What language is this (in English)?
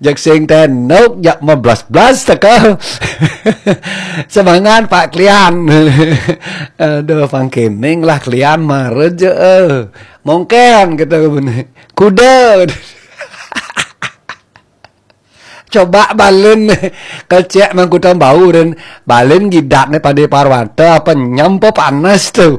Balinese